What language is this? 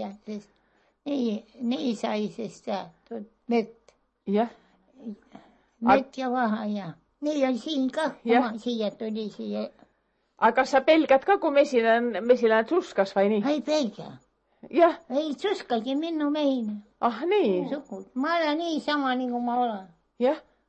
Estonian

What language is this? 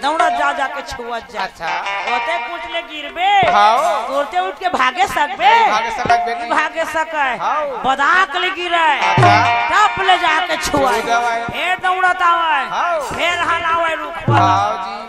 Chhattisgarhi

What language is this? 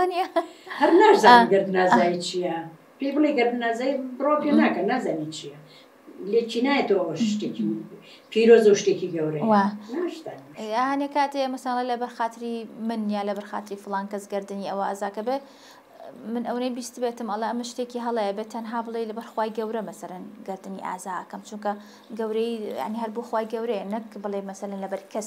Central Kurdish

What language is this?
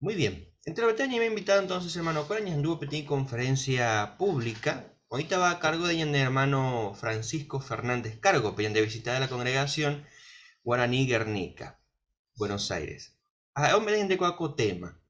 Guarani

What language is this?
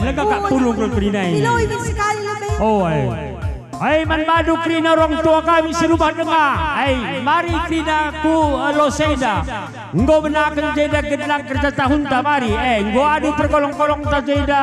Batak Karo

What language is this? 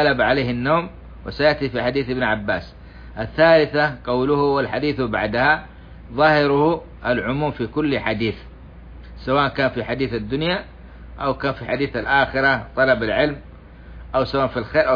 Arabic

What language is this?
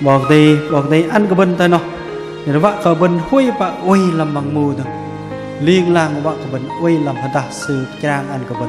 Bahnar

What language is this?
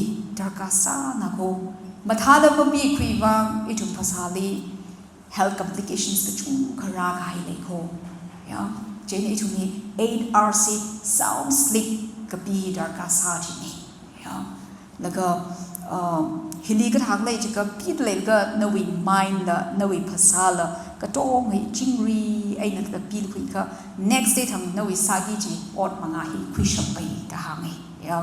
Tangkhul Naga (India)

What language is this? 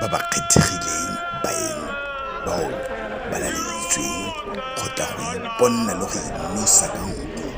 Tswana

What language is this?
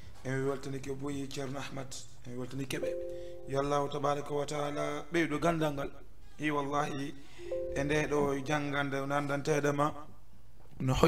Fula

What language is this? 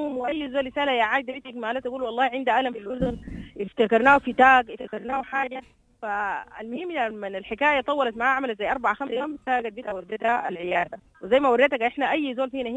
Sudanese Arabic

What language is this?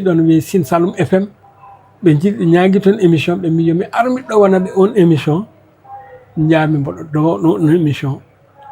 Fula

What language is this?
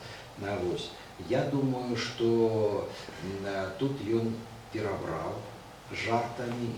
Belarusian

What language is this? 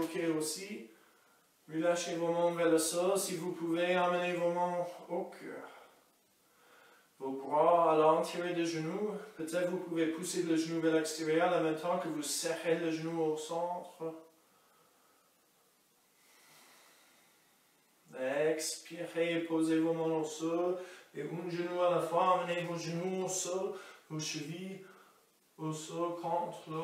French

